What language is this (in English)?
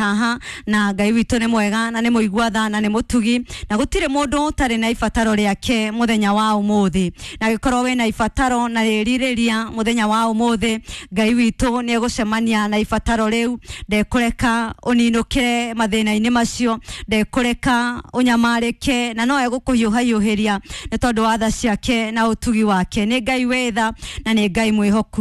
Kikuyu